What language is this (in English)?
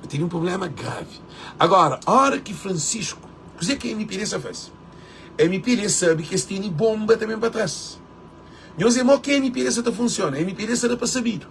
Kabuverdianu